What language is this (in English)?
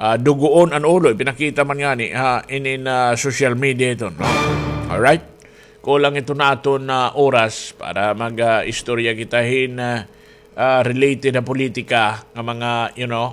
Waray